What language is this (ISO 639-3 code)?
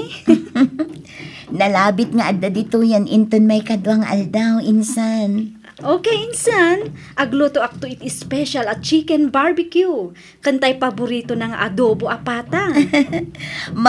ilo